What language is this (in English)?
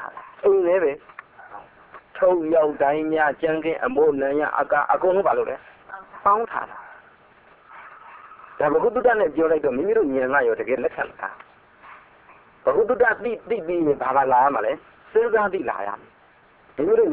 Burmese